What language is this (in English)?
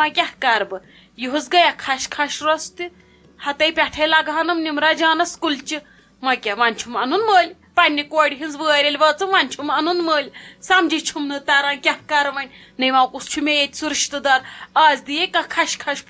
Kashmiri